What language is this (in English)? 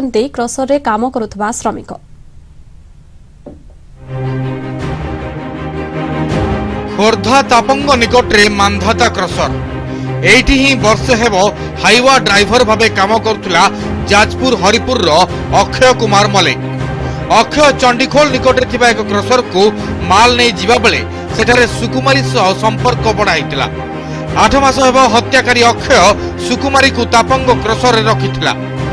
Odia